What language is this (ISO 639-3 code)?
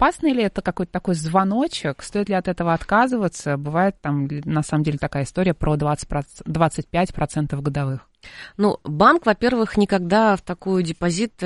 rus